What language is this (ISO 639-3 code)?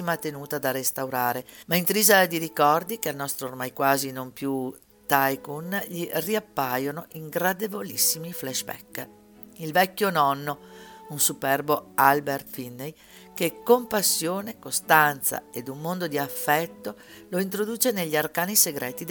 ita